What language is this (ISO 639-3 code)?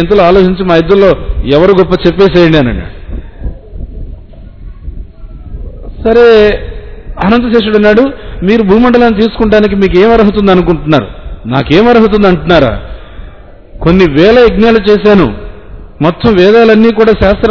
tel